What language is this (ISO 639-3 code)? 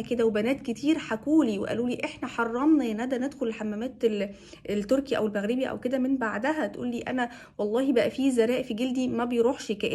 arz